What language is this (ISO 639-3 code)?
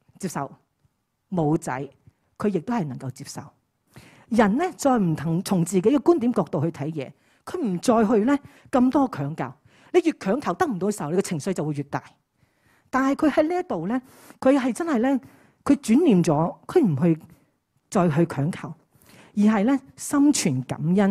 yue